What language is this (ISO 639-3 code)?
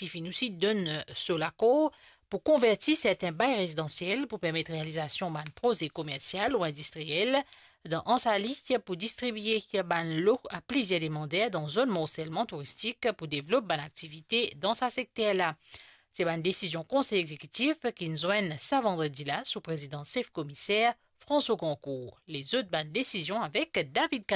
mfe